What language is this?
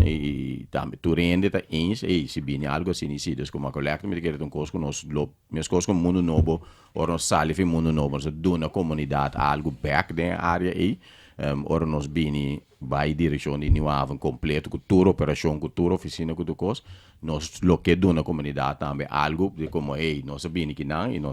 Papiamento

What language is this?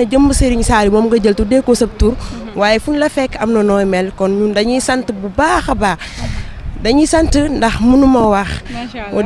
Wolof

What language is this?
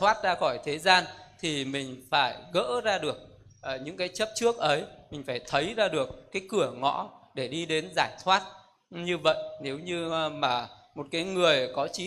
Vietnamese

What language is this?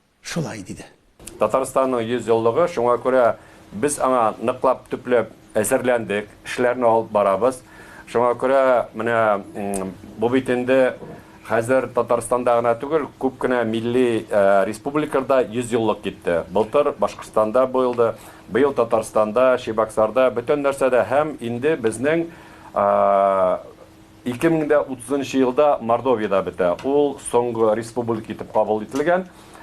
Tatar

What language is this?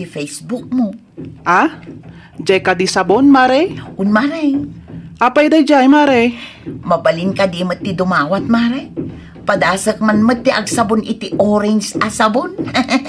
Iloko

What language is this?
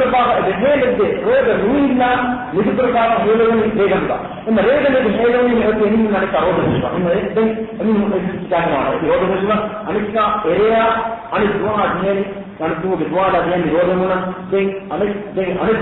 Divehi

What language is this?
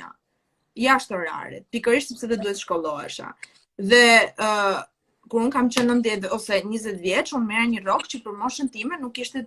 Albanian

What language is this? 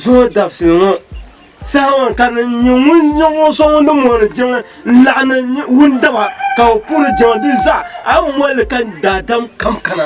Dagbani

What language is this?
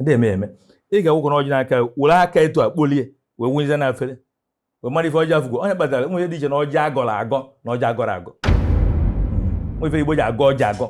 Igbo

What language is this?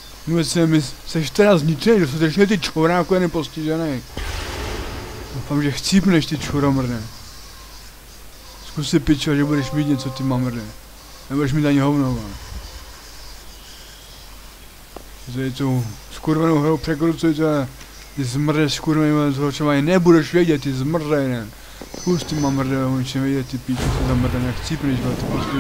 Czech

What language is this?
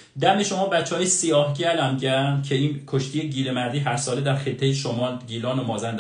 Persian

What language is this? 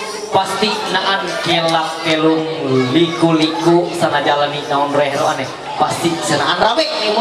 Ma'anyan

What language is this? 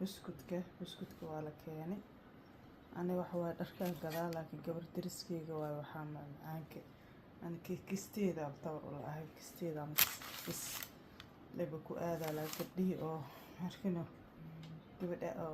Somali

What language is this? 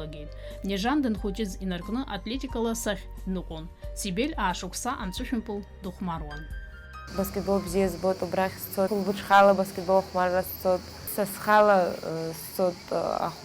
Abkhazian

